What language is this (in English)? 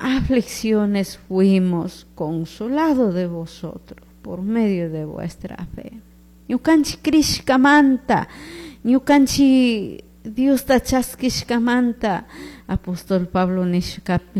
Chimborazo Highland Quichua